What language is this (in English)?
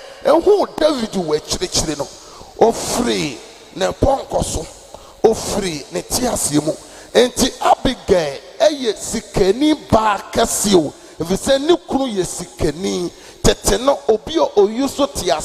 Akan